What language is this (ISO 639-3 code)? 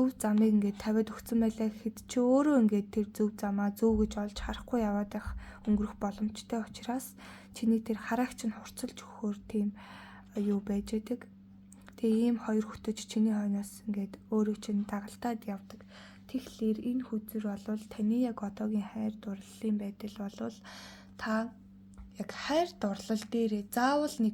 mon